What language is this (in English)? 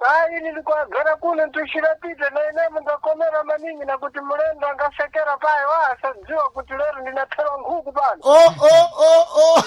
Sena